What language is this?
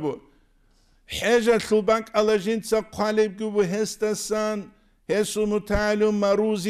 Avaric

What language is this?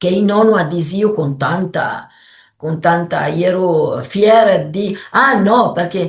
Piedmontese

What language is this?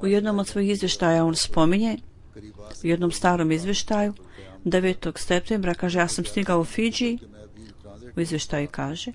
Bosnian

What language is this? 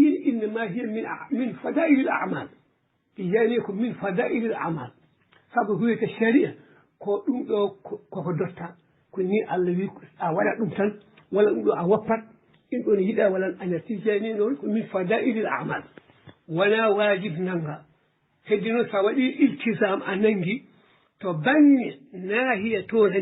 Fula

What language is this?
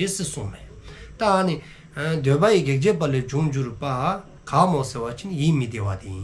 Dzongkha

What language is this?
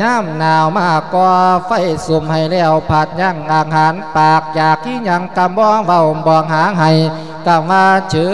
Lao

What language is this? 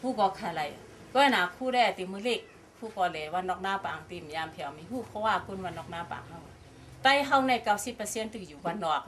Shan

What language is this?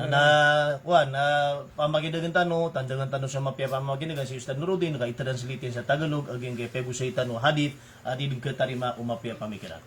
Maranao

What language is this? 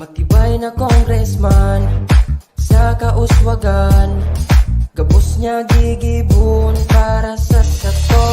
Bikol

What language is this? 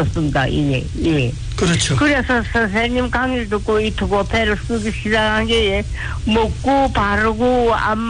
Korean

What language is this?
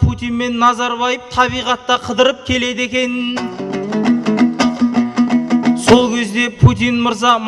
Kazakh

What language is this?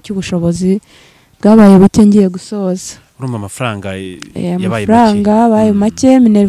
Kinyarwanda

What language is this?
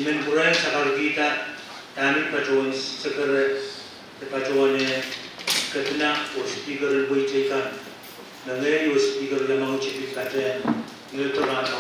Pohnpeian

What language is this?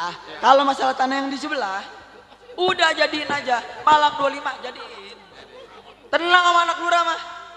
Betawi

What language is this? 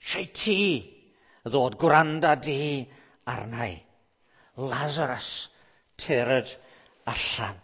Welsh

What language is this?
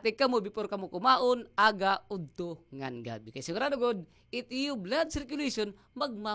Waray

